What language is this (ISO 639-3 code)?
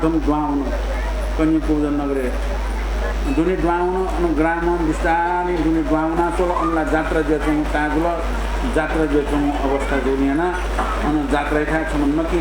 new